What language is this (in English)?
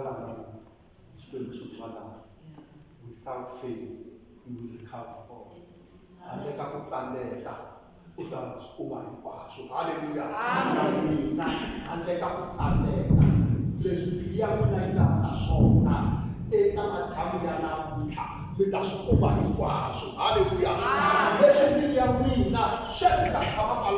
Tsonga